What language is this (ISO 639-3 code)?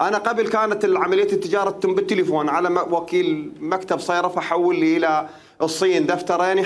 acm